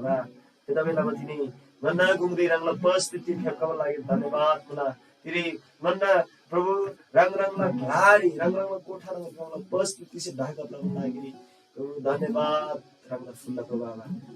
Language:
Eastern Tamang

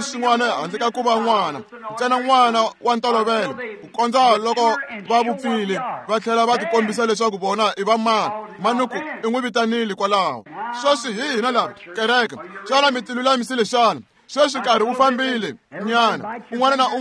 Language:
Tsonga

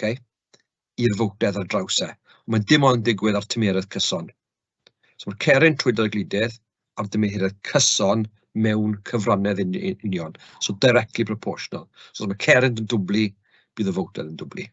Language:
Welsh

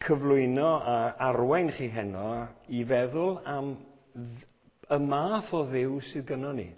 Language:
Welsh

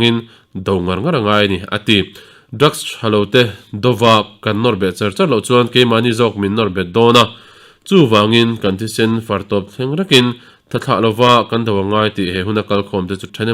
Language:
Mizo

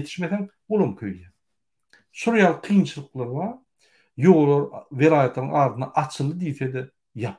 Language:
Turkmen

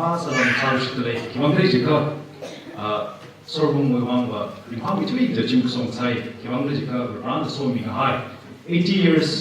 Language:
Tangkhul Naga (India)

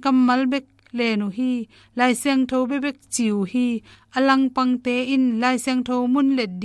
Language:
Tedim Chin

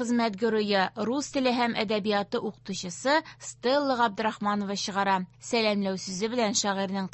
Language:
Tatar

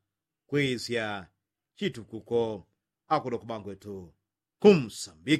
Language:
Yao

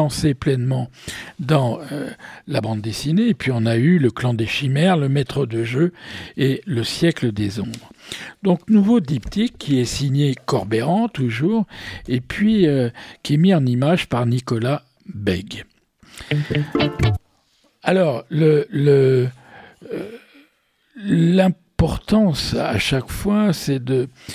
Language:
French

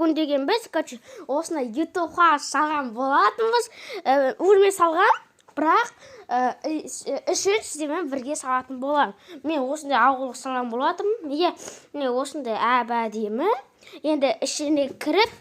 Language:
Kazakh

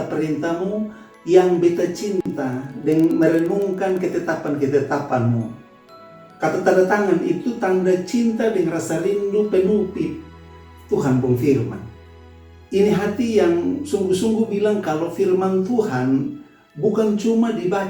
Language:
Kupang Malay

